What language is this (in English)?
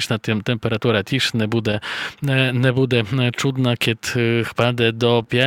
Rusyn